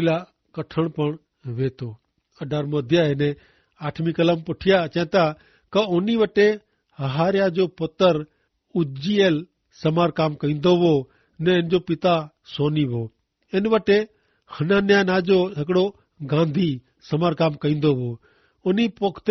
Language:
Kachhi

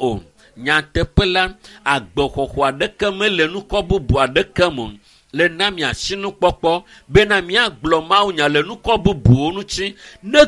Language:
Ewe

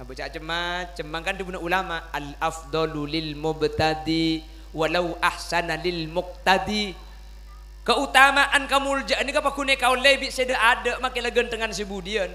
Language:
Madurese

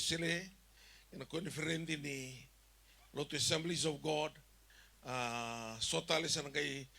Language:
Fijian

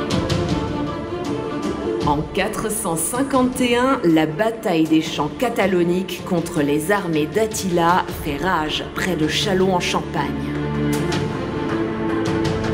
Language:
French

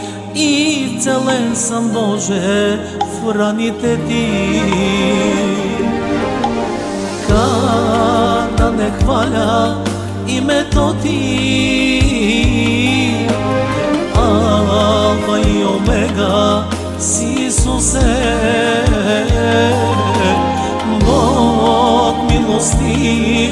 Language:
Bulgarian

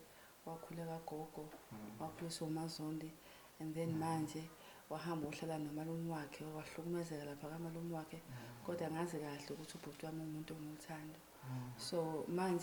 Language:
Zulu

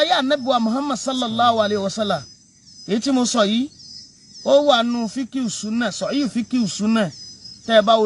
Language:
Yoruba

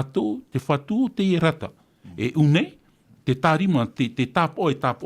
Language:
Tahitian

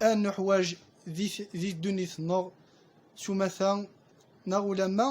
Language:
Kabyle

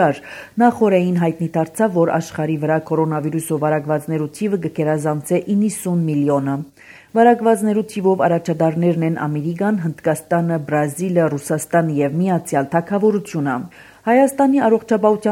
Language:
Armenian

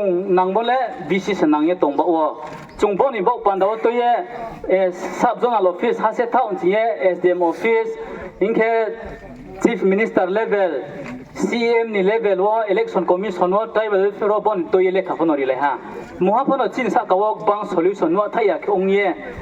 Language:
Riang (India)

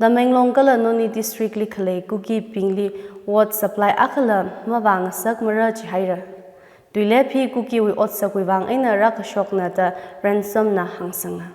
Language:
Tangkhul Naga (India)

